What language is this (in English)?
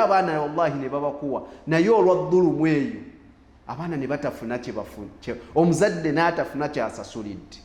Ganda